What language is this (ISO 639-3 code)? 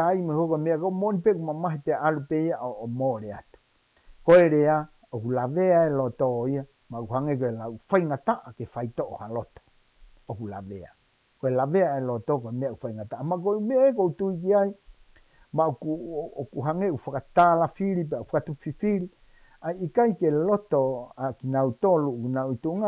ton